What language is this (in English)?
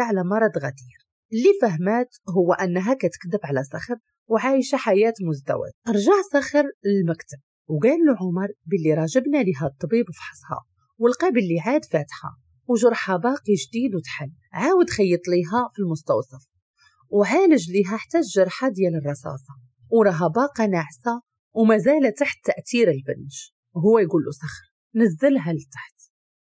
Moroccan Arabic